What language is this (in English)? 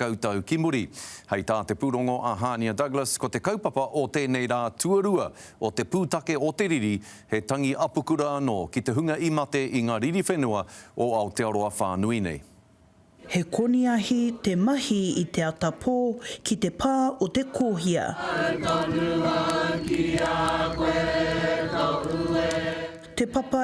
Māori